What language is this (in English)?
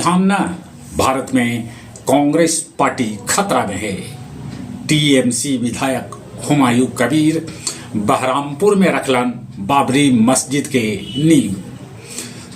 Magahi